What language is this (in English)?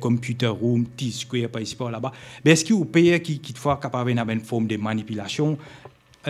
Morisyen